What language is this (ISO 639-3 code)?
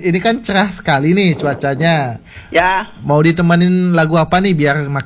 ind